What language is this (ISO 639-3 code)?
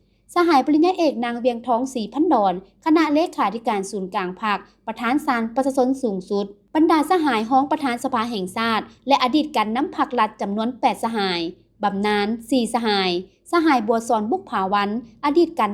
lao